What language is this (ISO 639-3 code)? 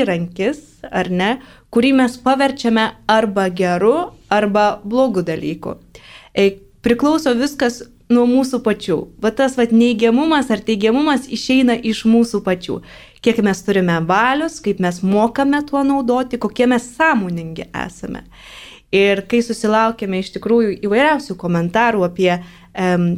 lit